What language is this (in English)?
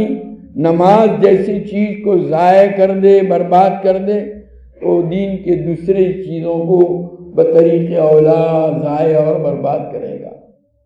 Urdu